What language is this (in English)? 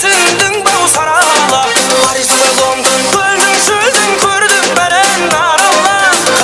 Kara-Kalpak